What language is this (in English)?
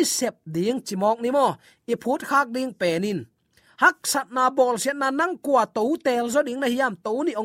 Tedim Chin